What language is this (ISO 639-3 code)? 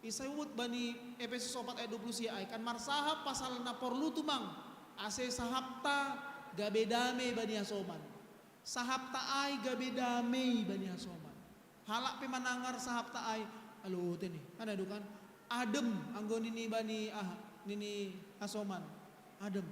bts